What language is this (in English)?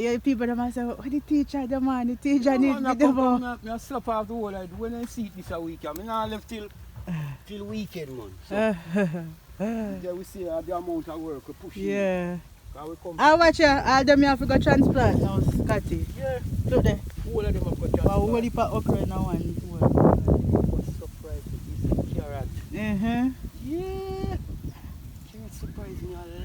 Jamaican Creole English